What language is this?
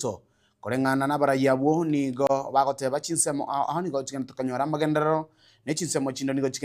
Gusii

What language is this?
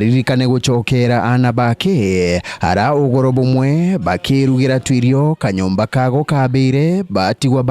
Meru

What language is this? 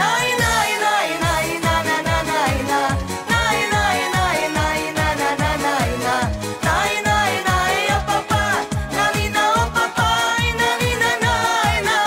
Chuvash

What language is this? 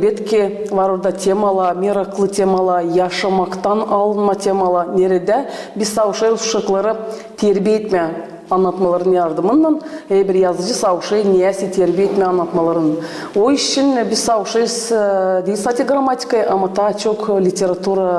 Gagauz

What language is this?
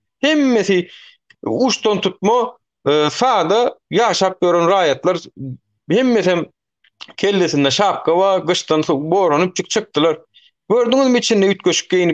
Turkmen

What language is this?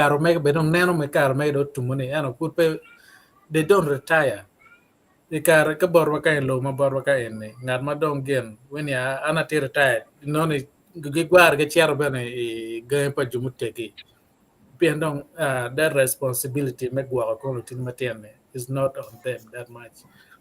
Acoli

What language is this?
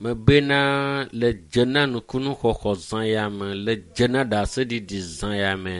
Ewe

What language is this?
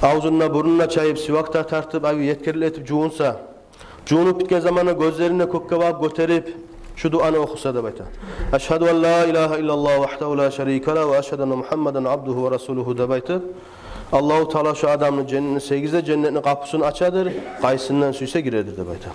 Kumyk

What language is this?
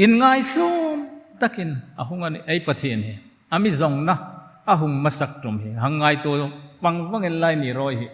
Hmar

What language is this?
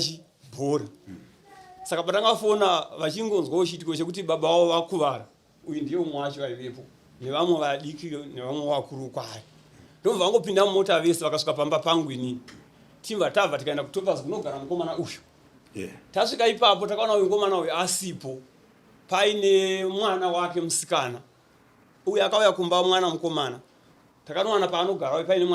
Shona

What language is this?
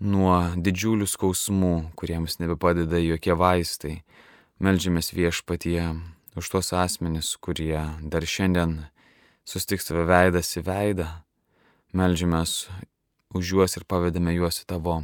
Lithuanian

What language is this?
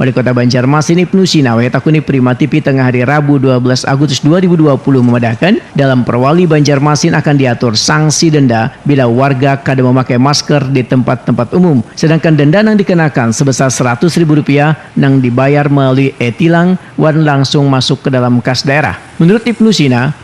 Banjar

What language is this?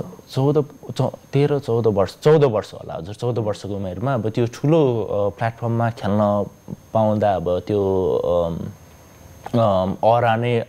Nepali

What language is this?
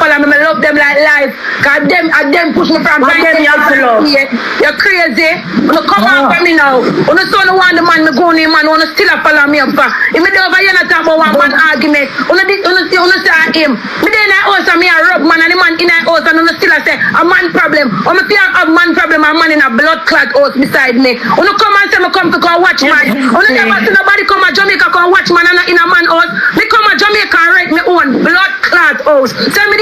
Jamaican Creole English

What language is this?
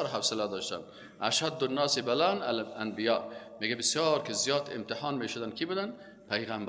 Persian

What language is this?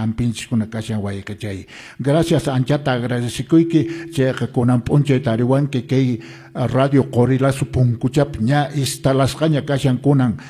Quechua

